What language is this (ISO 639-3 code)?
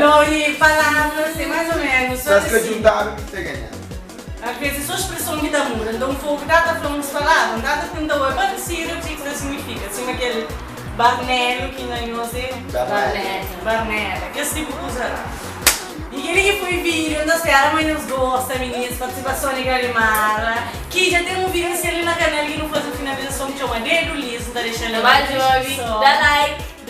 kea